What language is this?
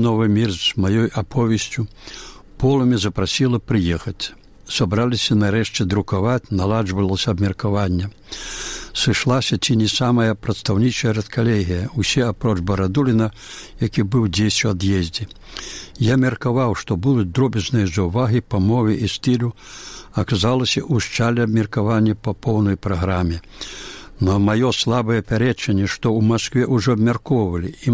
Belarusian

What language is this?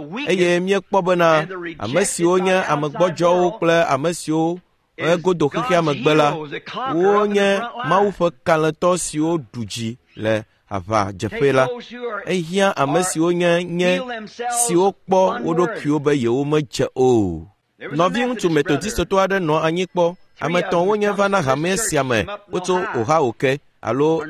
Ewe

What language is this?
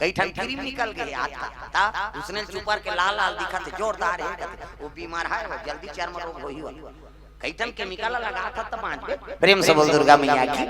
Chhattisgarhi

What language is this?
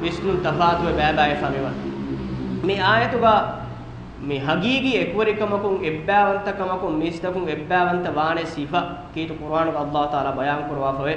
Divehi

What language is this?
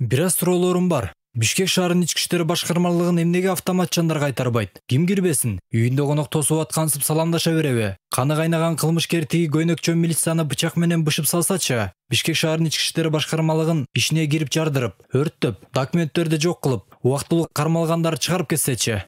Kyrgyz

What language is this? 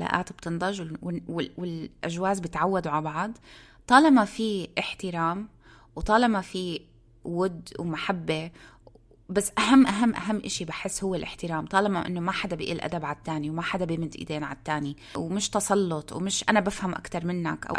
North Levantine Arabic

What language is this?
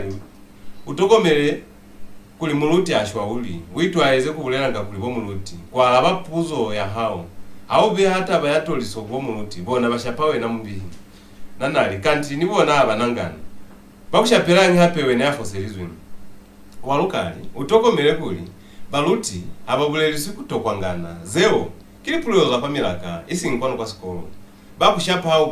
Lozi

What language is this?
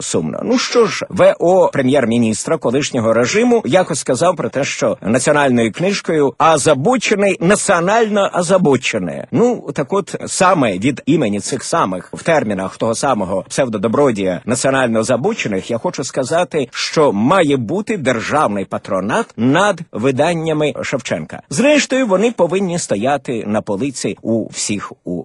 Ukrainian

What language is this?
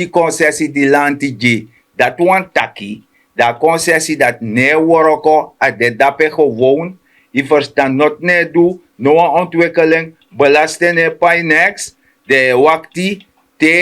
Sranan Tongo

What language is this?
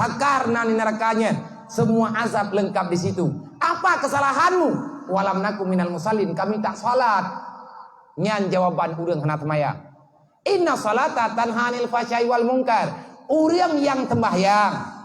Achinese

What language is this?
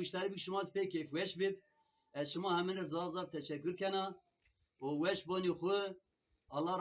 Zaza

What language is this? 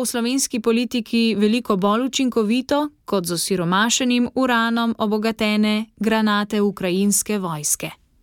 Slovenian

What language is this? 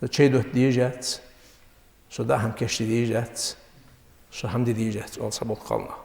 Ingush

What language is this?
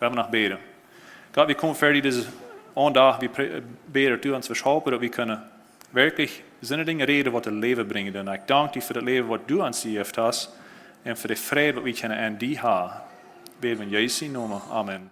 Plautdietsch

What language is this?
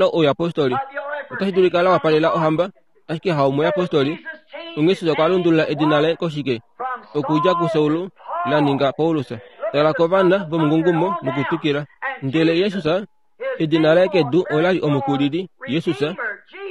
Kuanyama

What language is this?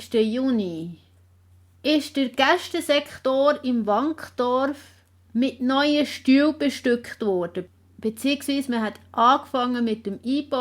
Swiss German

